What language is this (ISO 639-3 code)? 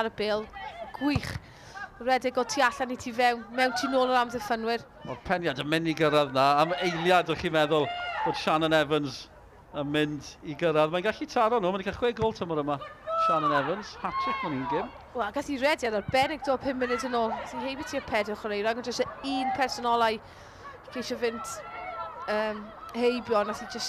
cym